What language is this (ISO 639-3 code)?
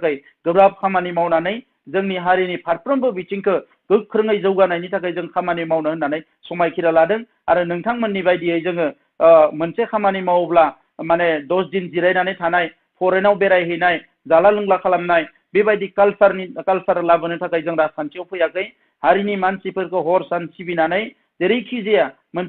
brx